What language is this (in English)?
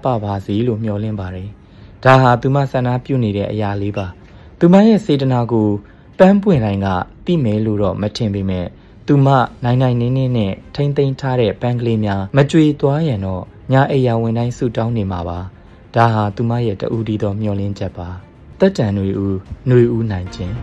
Burmese